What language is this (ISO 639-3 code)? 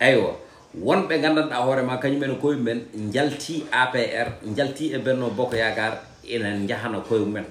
ful